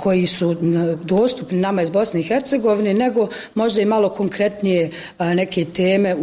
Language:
Bosnian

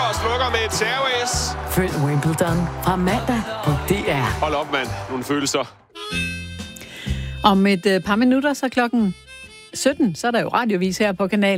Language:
Danish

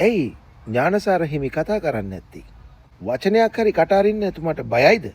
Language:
Sinhala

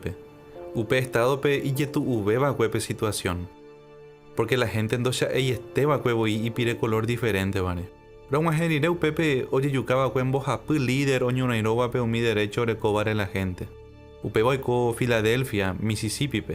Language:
Guarani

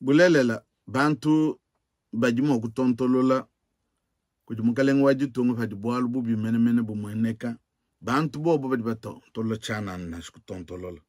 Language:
Luba-Lulua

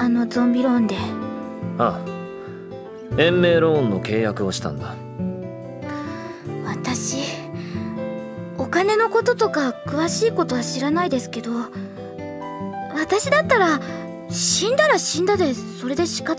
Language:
Japanese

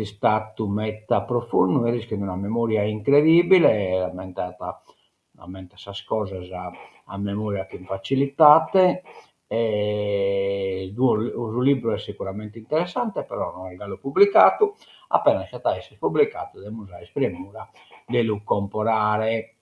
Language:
Sardinian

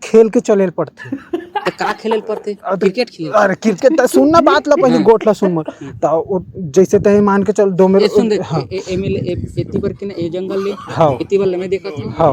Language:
Chhattisgarhi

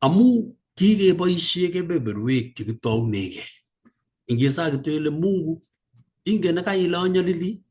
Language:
Kalenjin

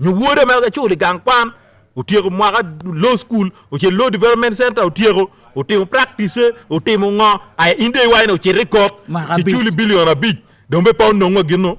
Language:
Acoli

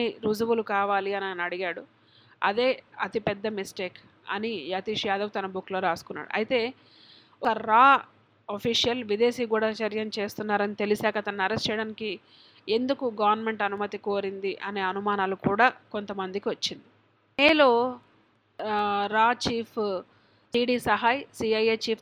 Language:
Telugu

